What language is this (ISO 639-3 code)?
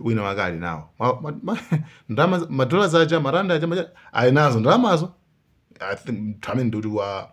nya